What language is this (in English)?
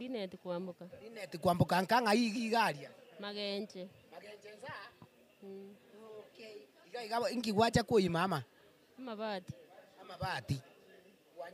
Gusii